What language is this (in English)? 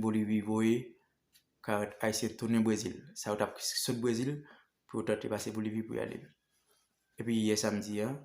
Haitian Creole